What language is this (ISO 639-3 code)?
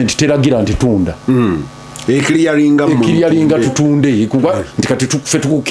lug